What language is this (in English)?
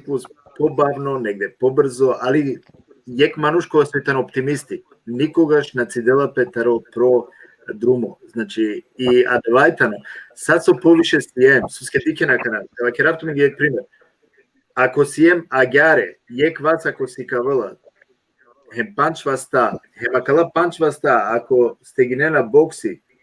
Balkan Romani